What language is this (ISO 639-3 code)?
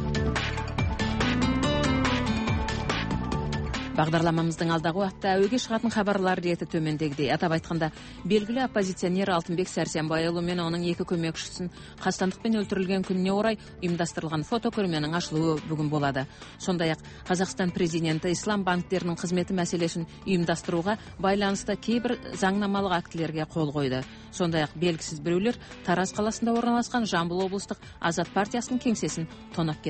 kaz